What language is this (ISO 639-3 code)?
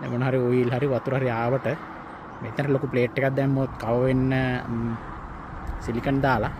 sin